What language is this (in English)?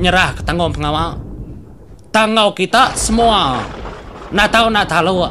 Iban